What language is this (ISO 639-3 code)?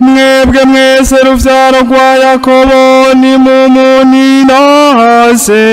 run